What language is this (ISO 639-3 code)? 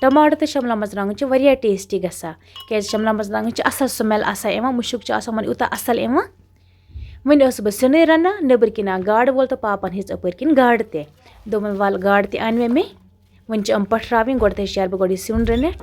kas